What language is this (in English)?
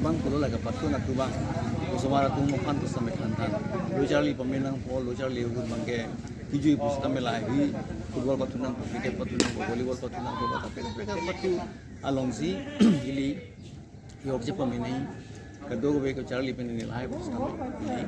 Karbi